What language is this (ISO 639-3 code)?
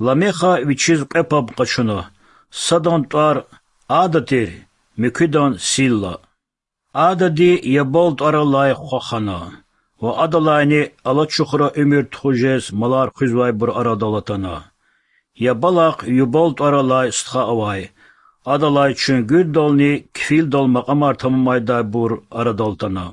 lez